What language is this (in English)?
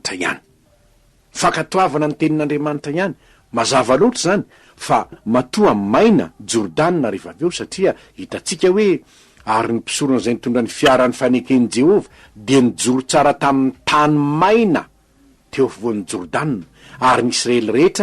Malagasy